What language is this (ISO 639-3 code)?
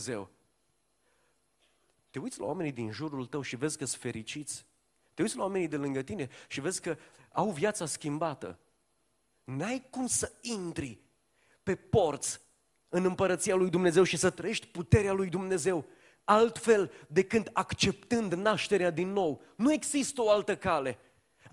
ron